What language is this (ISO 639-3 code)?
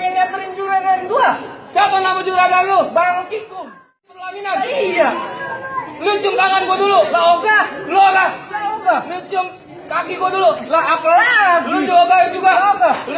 bew